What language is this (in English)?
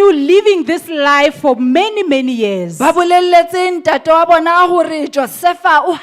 Southern Sotho